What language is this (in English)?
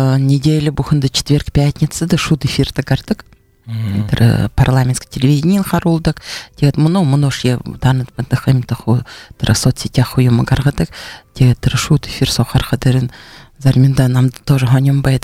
Buriat